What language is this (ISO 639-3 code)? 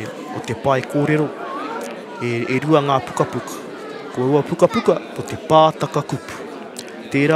mri